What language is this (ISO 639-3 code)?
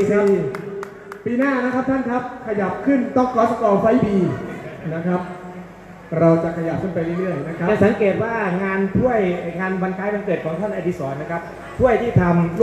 tha